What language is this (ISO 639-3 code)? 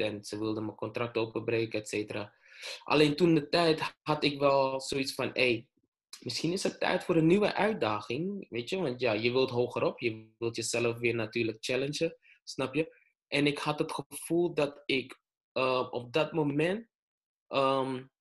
nld